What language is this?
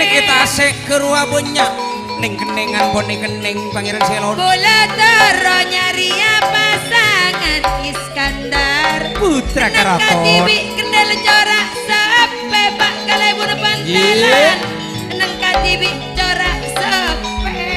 Madurese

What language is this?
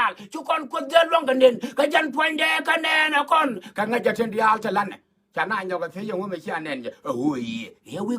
Nuer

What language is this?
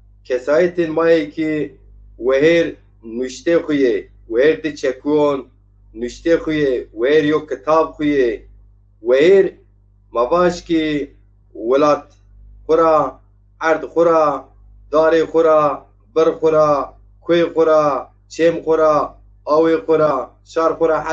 Zaza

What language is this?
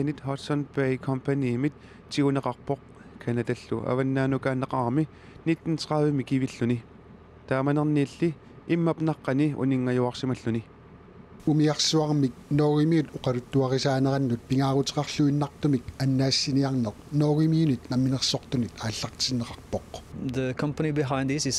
Kalaallisut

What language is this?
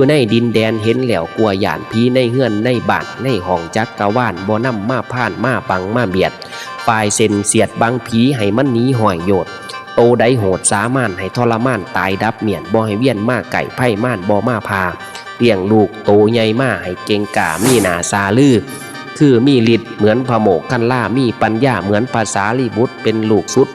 Northeastern Thai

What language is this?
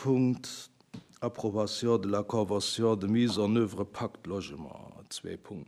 Luxembourgish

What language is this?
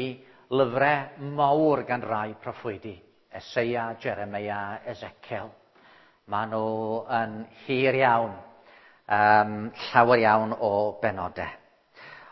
Welsh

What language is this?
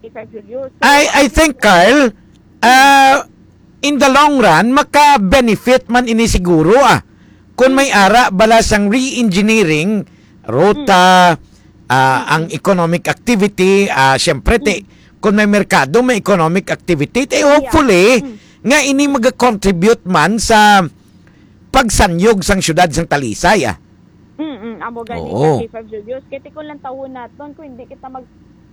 Hiligaynon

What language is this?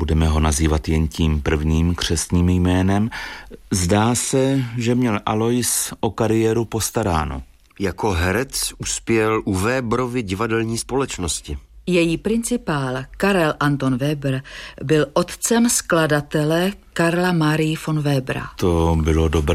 Czech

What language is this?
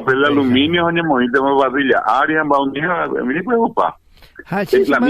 Guarani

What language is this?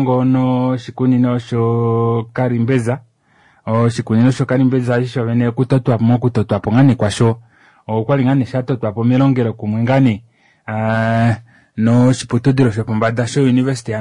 Kuanyama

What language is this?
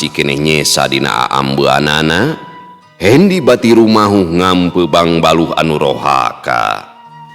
Sundanese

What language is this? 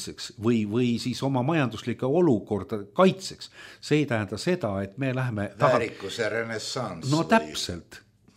Estonian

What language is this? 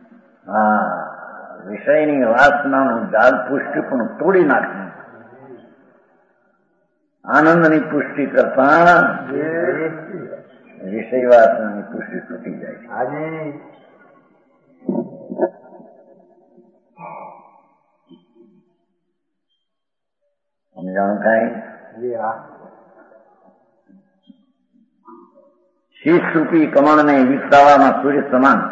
Gujarati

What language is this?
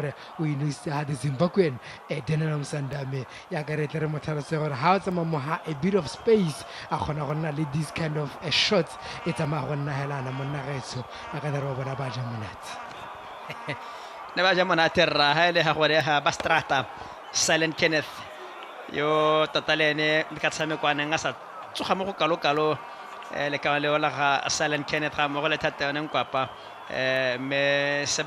Tswana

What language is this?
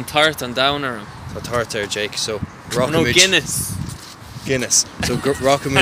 Irish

